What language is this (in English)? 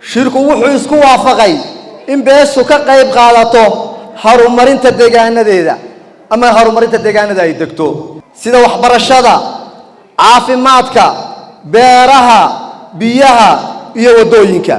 Somali